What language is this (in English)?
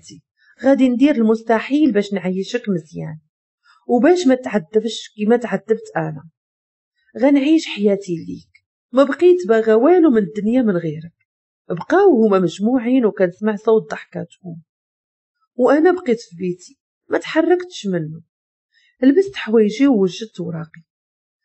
Moroccan Arabic